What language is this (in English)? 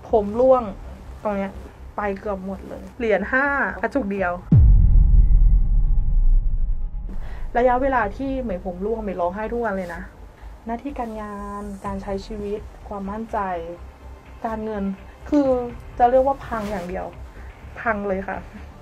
Thai